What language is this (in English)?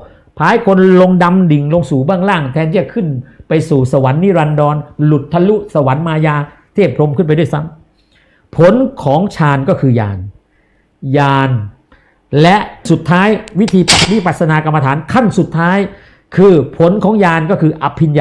Thai